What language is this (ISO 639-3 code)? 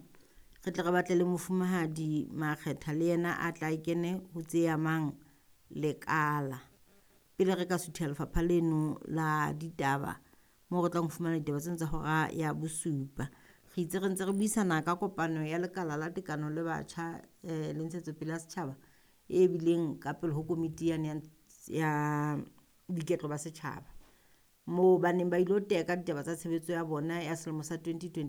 sot